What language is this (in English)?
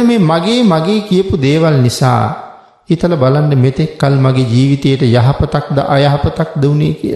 Sinhala